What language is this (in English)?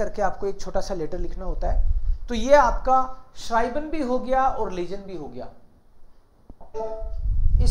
Hindi